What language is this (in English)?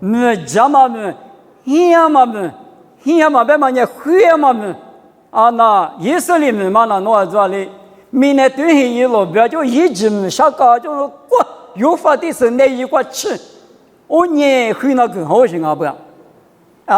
Lisu